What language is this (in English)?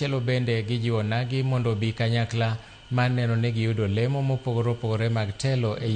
Luo (Kenya and Tanzania)